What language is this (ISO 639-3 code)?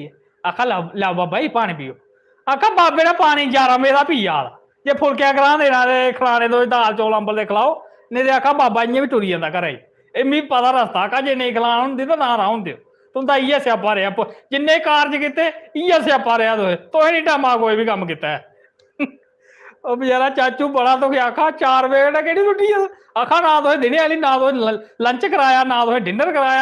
doi